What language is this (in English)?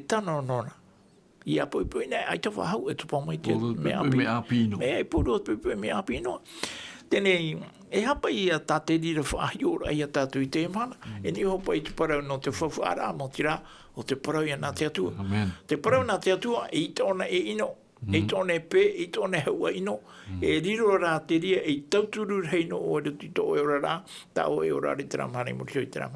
Tahitian